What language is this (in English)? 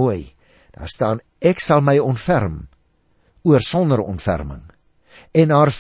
Afrikaans